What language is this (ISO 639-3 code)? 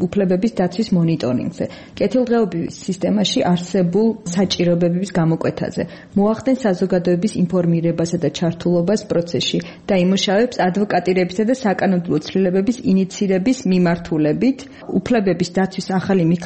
kat